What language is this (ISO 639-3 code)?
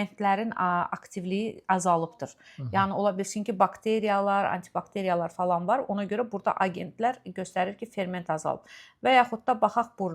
aze